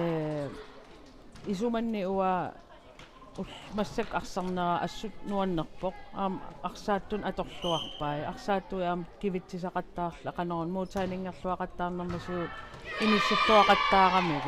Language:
Kalaallisut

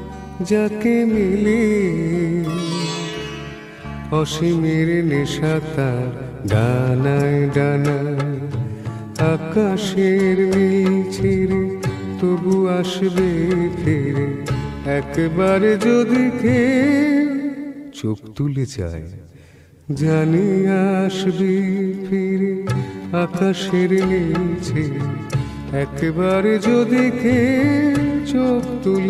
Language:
Bangla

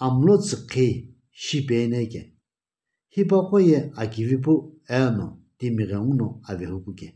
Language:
Sumi Naga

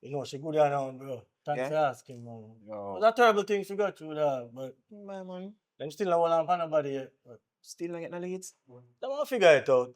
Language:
Jamaican Creole English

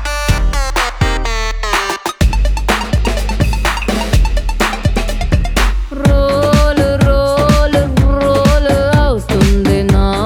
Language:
Telugu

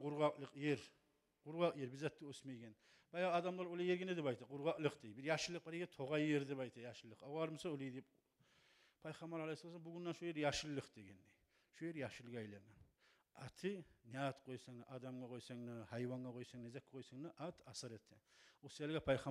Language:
Kumyk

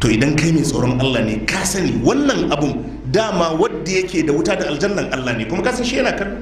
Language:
Hausa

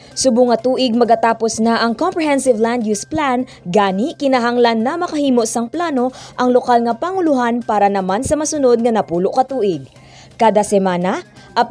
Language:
Hiligaynon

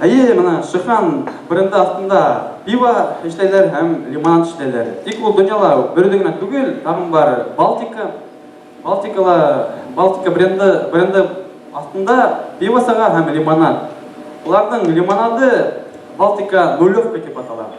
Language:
Bashkir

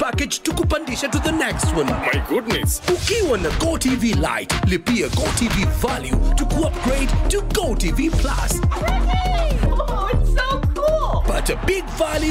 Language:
Meru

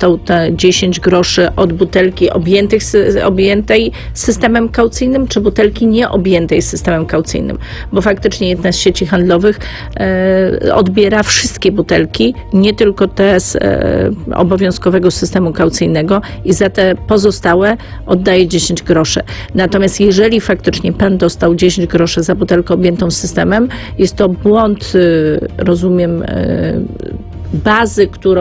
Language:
Polish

